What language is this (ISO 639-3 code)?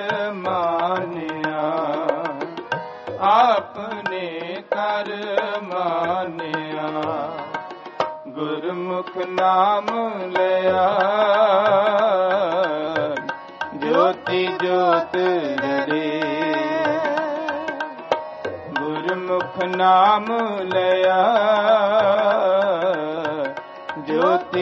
pan